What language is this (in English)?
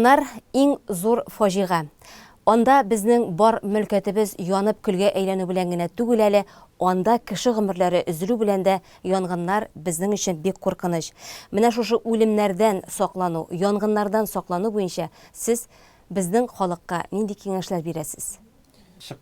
Tatar